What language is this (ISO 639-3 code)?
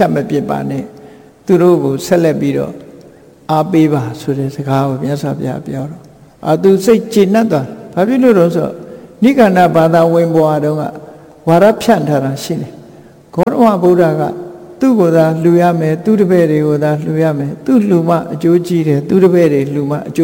mya